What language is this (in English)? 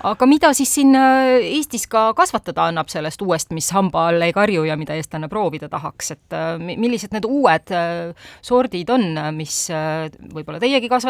Estonian